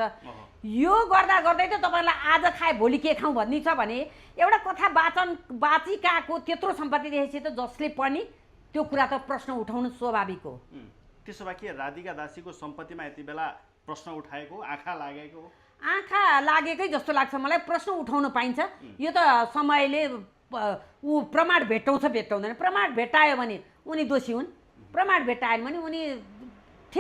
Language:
Nepali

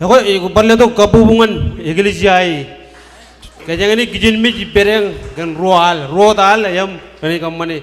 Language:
Marshallese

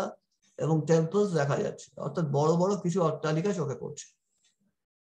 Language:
Bangla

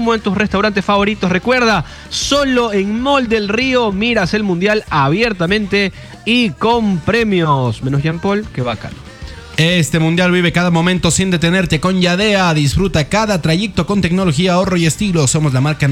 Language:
Spanish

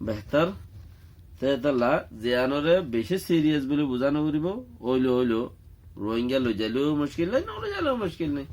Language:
Rohingya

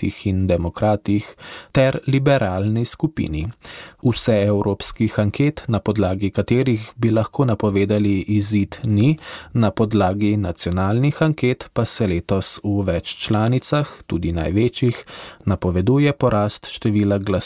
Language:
Slovenian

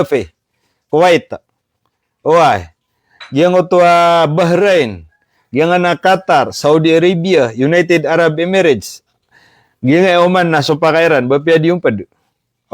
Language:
Maranao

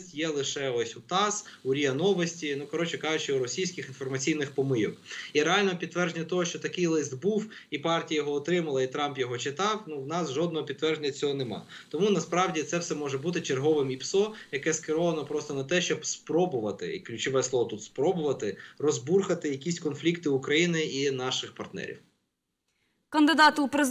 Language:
Ukrainian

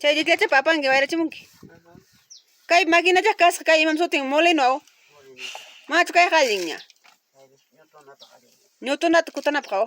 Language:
Ayacucho Quechua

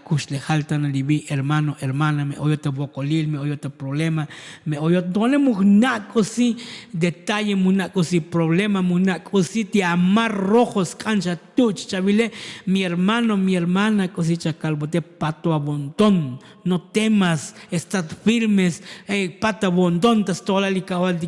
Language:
Tzotzil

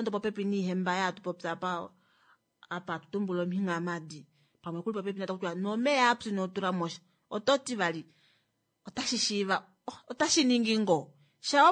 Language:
Kuanyama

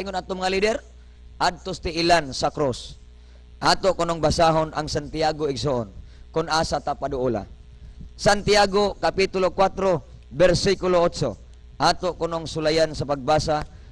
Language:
Cebuano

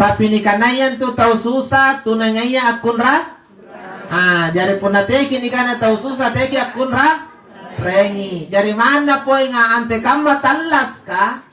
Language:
Makasar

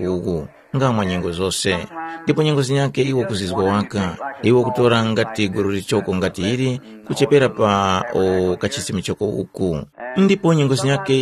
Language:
Tumbuka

